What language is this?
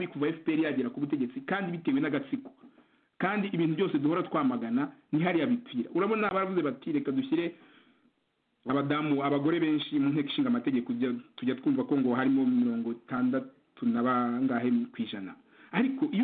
Kinyarwanda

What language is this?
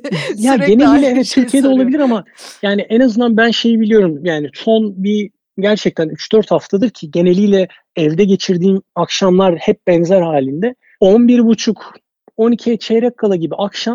Turkish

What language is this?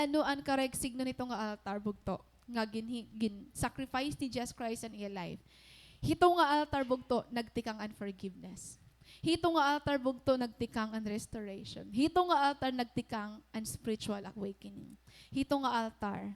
Waray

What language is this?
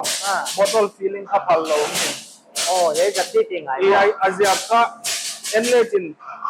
Paite Chin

